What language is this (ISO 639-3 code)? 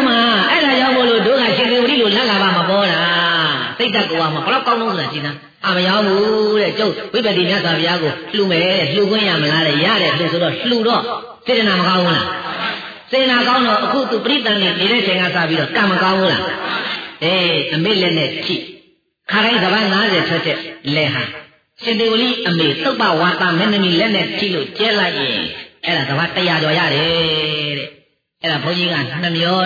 mya